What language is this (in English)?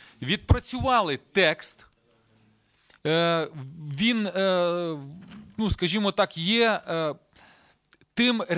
Ukrainian